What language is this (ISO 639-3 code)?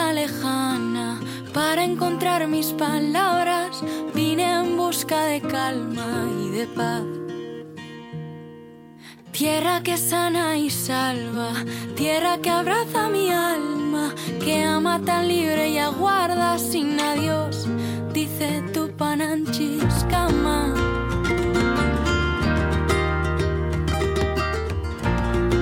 eus